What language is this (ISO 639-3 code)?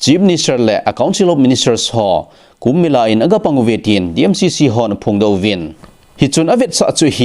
tcz